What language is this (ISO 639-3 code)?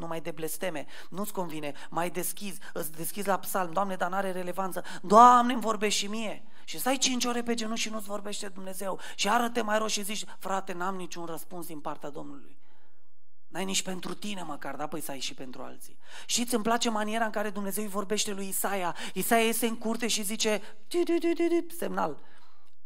ron